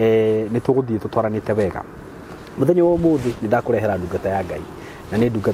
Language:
Kikuyu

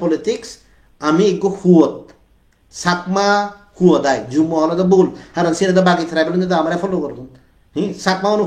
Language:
Chakma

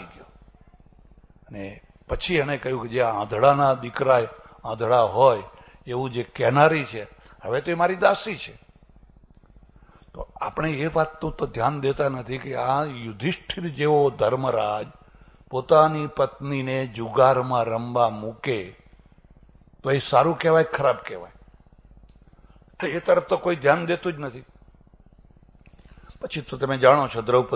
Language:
Gujarati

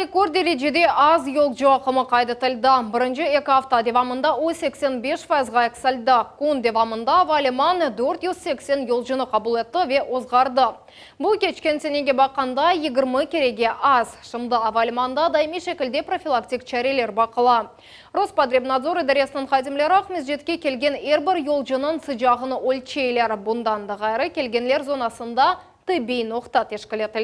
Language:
Crimean Tatar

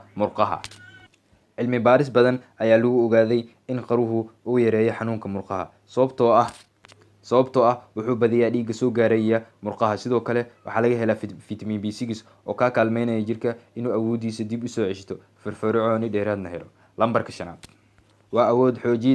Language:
Somali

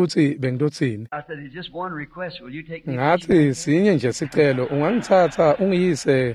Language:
Swati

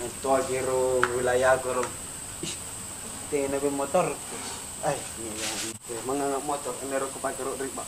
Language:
Makasar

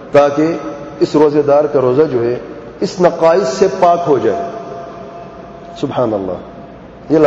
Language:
Urdu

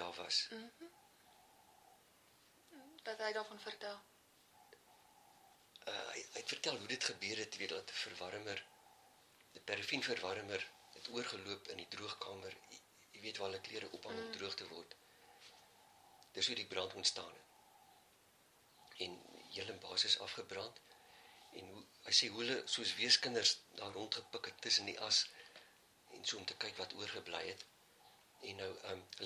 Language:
Afrikaans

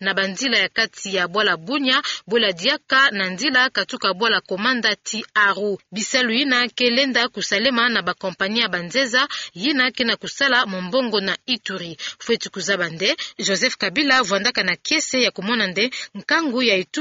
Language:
Kituba (Democratic Republic of Congo)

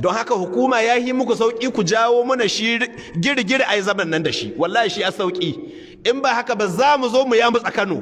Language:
Hausa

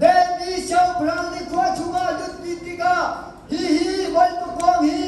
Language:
Hakha Chin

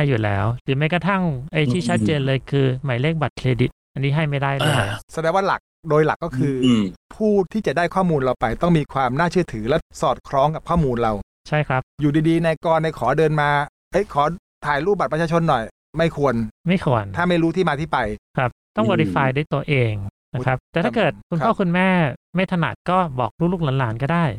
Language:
Thai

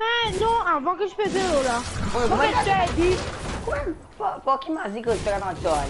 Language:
Morisyen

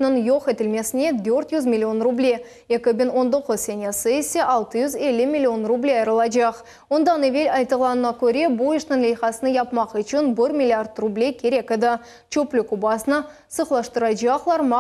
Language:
Crimean Tatar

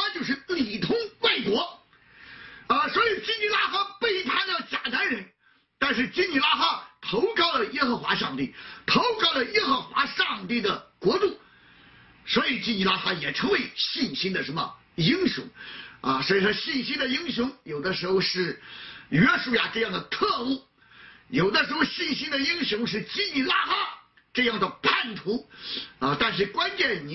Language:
Chinese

